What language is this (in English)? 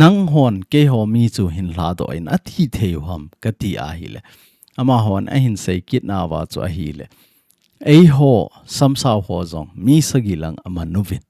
Thado Chin